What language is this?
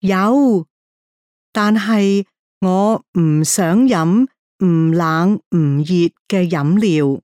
Cantonese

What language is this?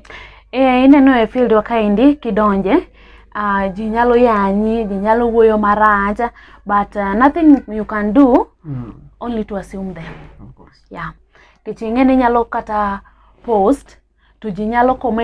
Luo (Kenya and Tanzania)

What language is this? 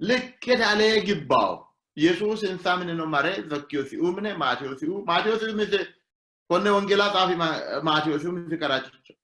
Sidamo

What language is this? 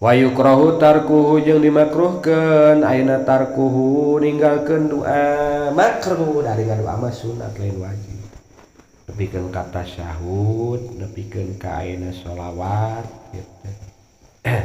Sundanese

